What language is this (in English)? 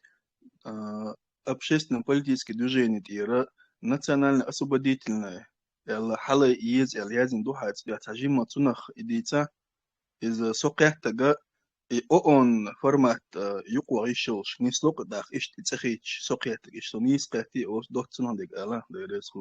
Chechen